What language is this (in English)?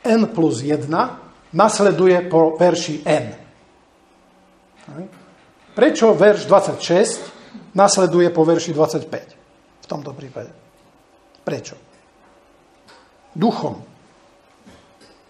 Slovak